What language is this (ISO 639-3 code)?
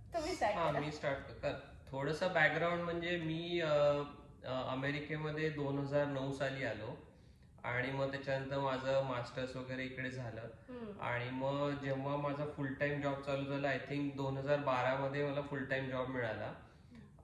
mar